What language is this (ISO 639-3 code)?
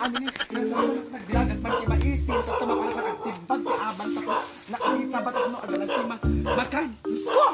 ilo